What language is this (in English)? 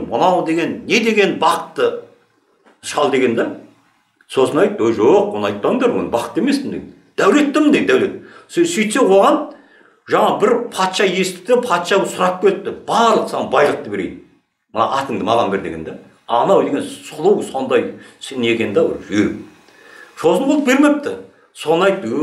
Kazakh